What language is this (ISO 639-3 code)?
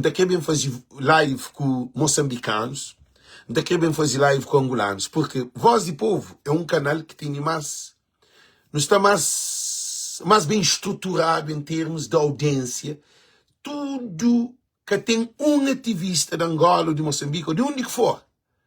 kea